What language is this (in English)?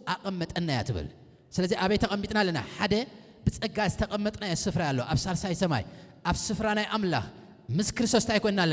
Tigrinya